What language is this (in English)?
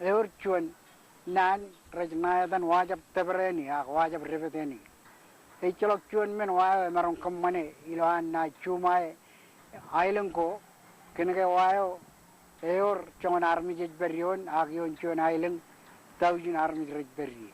Marshallese